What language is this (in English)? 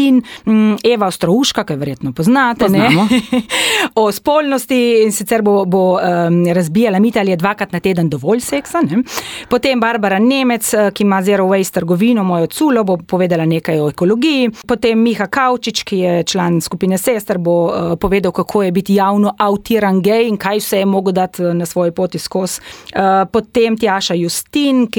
Slovenian